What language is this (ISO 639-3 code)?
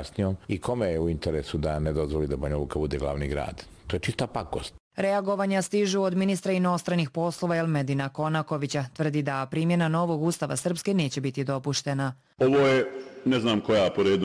bos